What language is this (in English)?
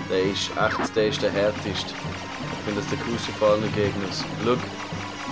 Swiss German